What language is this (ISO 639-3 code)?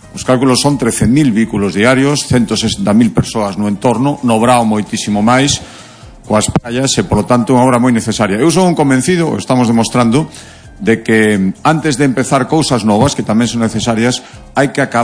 glg